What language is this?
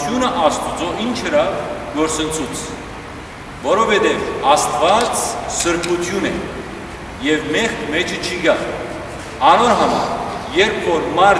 Western Armenian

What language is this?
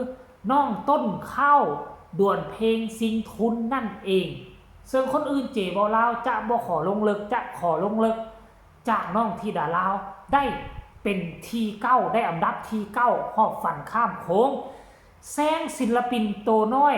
Northeastern Thai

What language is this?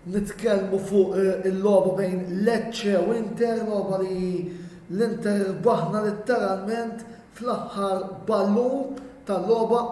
Maltese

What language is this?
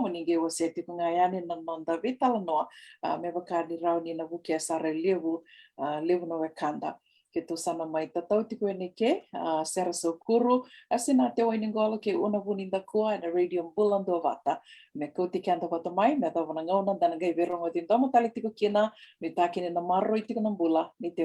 Fijian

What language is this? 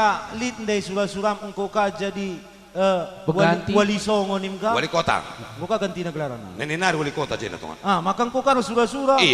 Batak Karo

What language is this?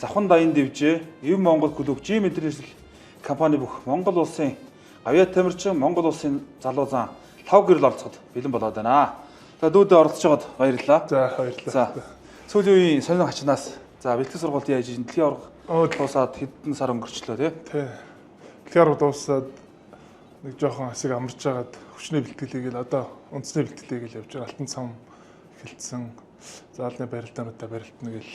Mongolian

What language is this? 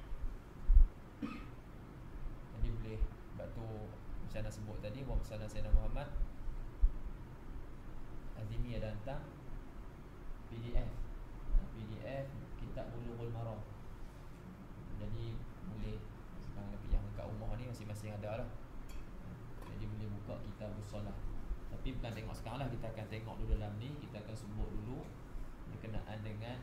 Malay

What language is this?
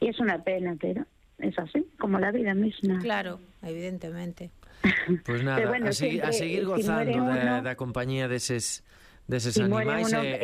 Galician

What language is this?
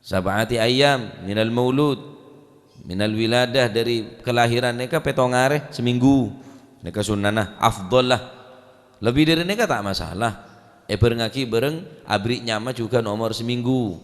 Madurese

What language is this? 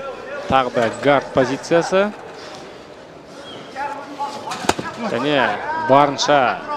Kazakh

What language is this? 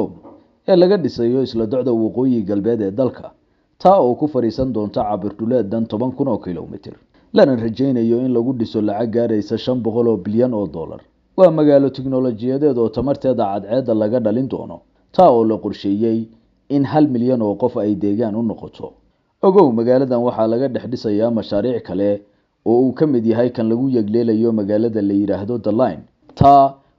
Somali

